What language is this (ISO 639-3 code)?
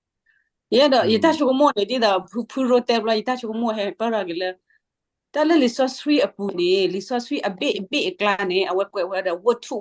ksw